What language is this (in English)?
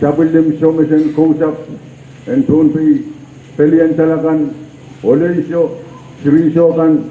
Pohnpeian